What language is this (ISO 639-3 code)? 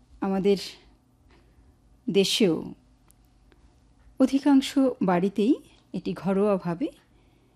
ben